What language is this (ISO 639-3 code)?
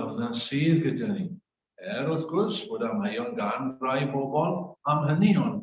cym